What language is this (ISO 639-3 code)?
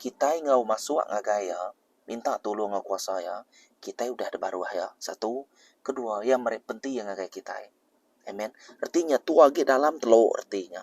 iba